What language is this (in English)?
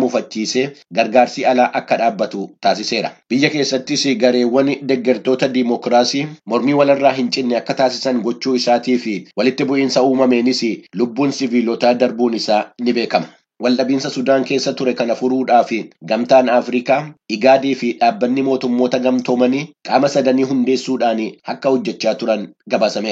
Oromo